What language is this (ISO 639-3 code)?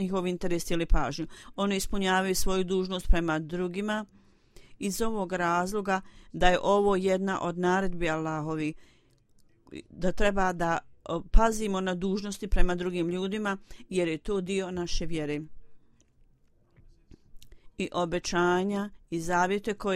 bos